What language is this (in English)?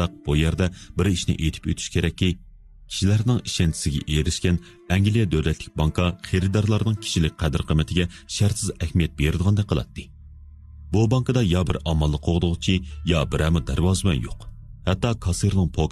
Uyghur